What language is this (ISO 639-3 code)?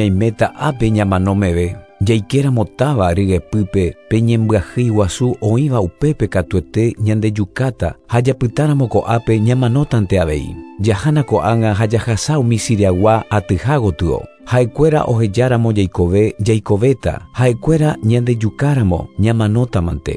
grn